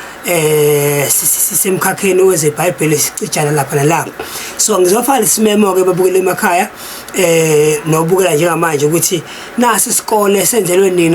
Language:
Zulu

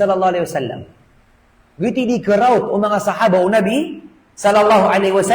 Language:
Maranao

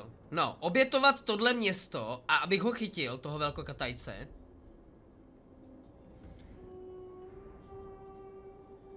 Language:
Czech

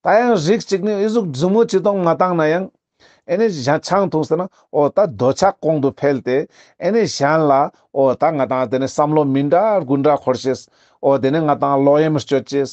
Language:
Ladakhi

